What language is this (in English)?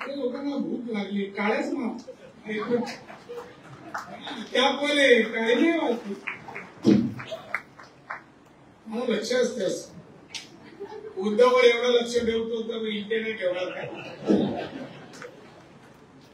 Marathi